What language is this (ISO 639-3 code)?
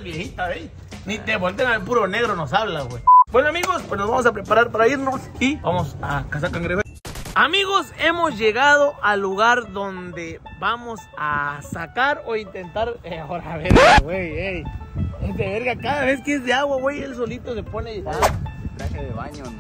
spa